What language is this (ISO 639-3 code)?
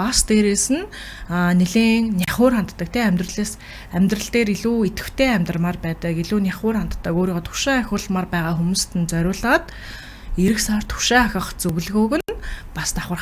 mon